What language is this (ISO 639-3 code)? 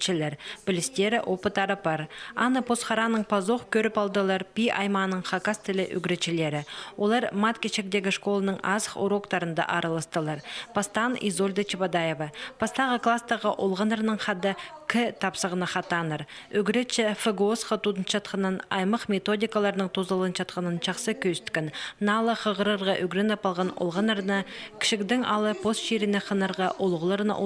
kjh